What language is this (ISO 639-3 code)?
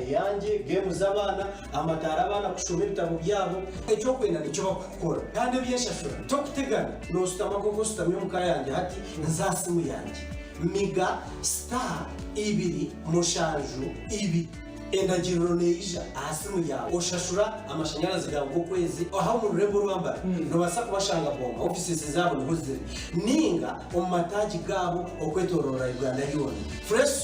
nyn